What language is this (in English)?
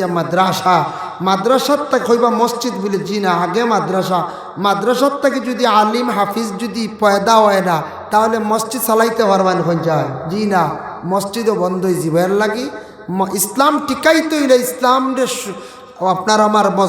Sylheti